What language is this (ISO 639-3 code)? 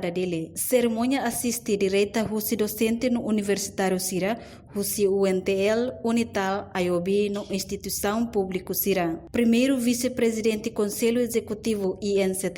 tet